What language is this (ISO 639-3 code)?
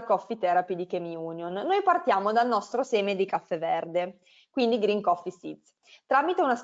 ita